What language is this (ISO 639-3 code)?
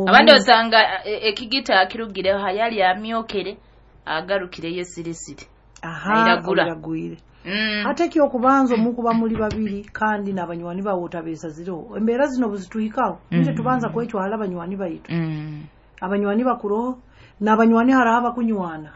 nyo